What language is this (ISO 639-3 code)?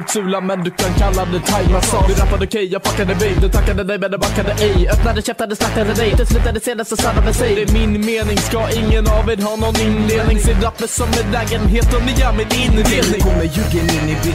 swe